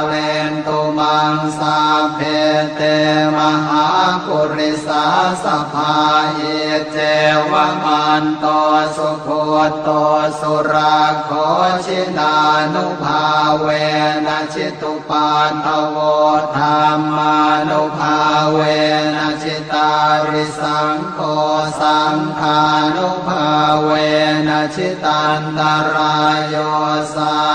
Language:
Pali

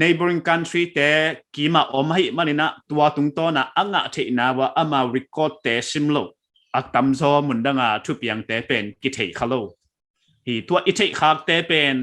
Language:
Paite Chin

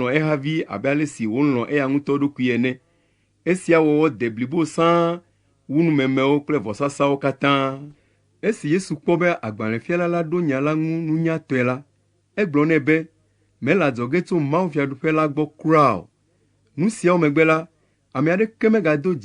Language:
Ewe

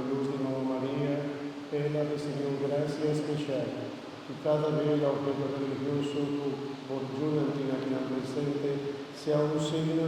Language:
Papiamento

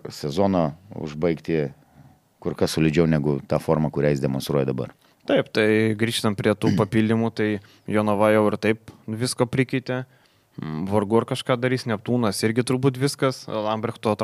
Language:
Lithuanian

